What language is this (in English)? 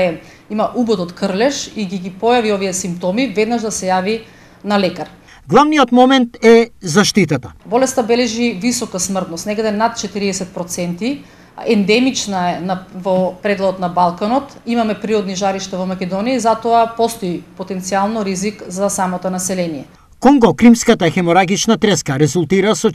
Macedonian